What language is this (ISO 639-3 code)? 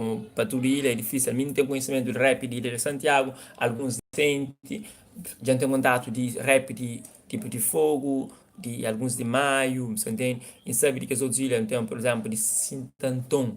kea